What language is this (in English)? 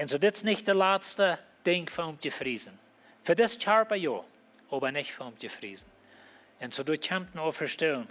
Plautdietsch